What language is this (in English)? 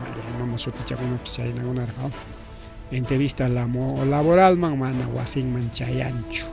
Ayacucho Quechua